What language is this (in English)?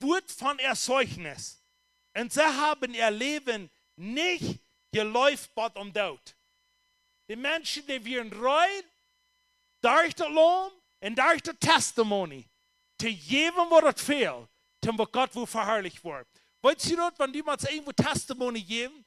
Plautdietsch